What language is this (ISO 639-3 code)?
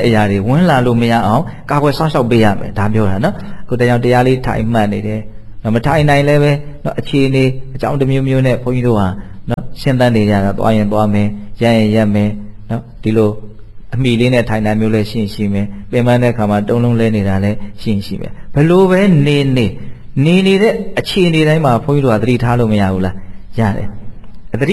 mya